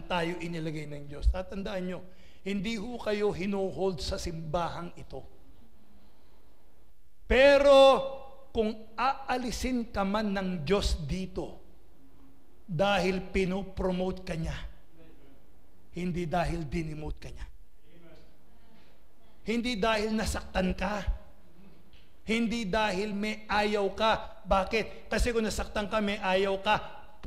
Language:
Filipino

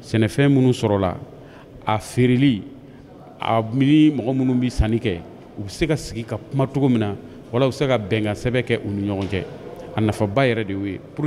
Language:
Bambara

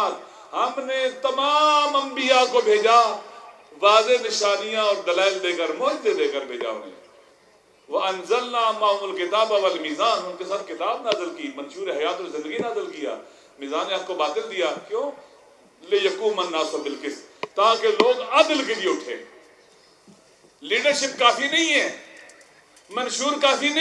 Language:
Urdu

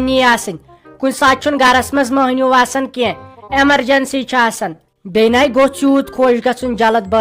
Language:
Kashmiri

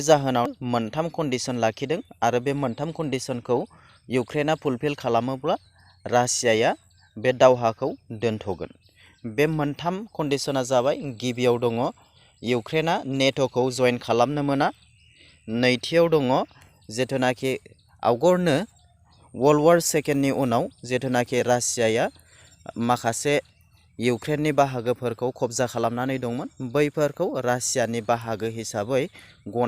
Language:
Bodo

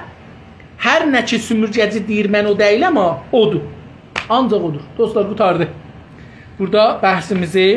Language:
South Azerbaijani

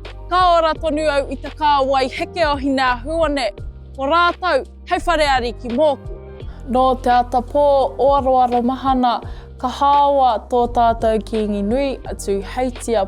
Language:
Māori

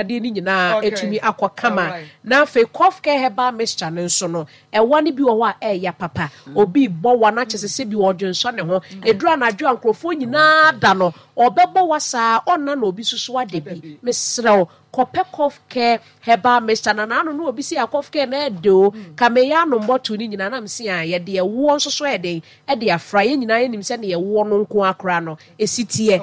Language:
Akan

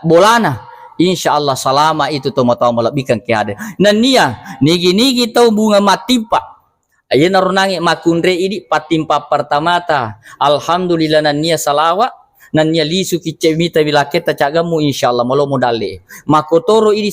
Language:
Buginese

